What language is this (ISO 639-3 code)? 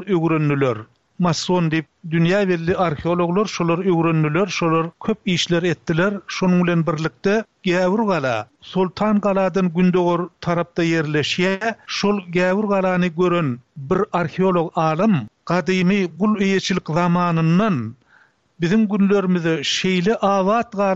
tuk